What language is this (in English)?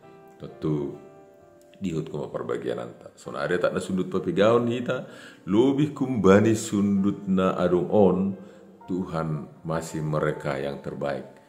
Batak Simalungun